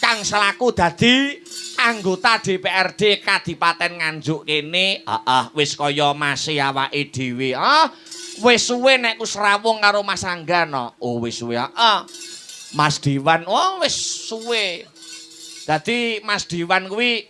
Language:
Javanese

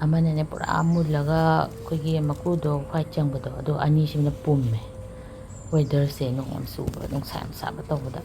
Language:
Manipuri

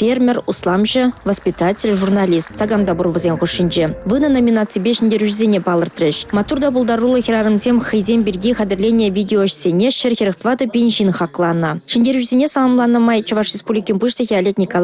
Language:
Chuvash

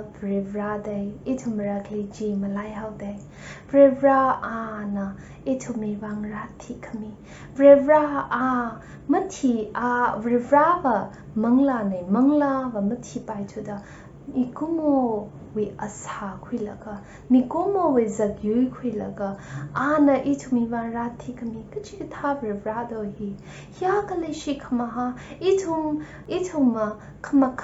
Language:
Tangkhul Naga (India)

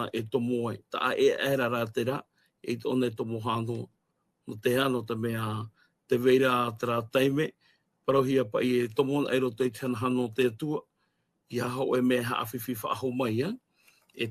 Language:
Tahitian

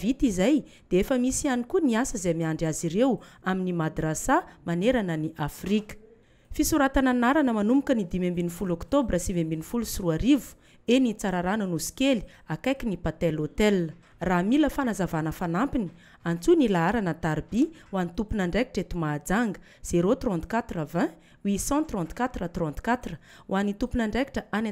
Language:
Malagasy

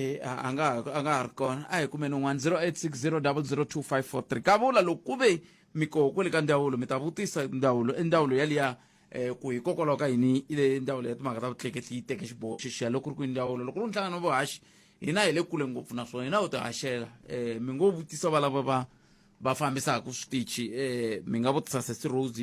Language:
Tsonga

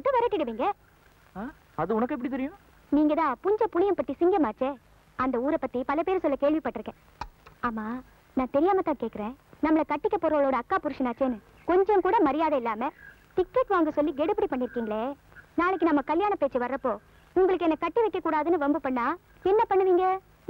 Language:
Tamil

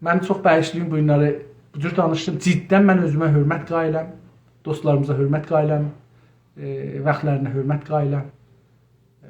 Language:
South Azerbaijani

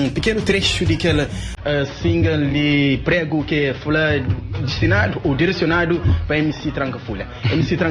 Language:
Kabuverdianu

